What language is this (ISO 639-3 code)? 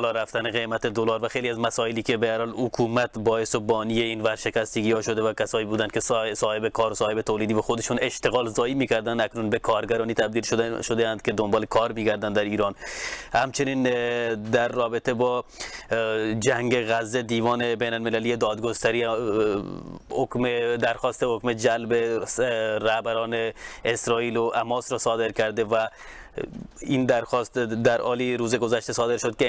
fas